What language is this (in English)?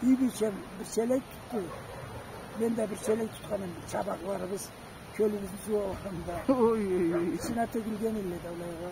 Karachay-Balkar